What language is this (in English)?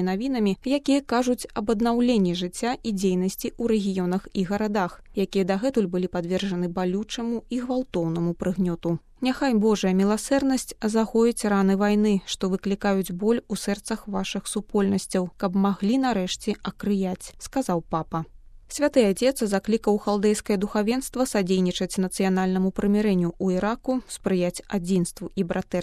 Belarusian